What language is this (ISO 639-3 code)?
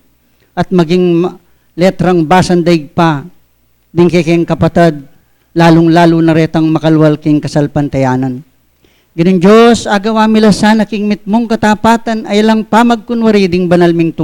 pam